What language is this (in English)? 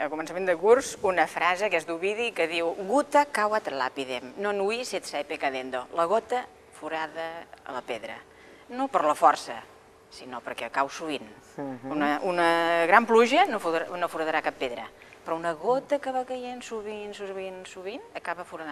Catalan